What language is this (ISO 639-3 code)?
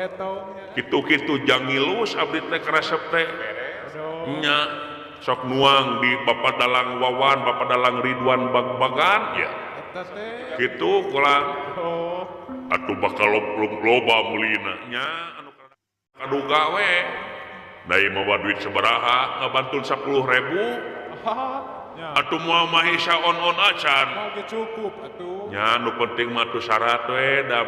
sun